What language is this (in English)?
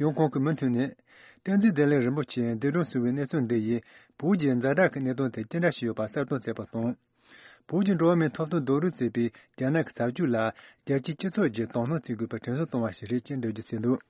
Tibetan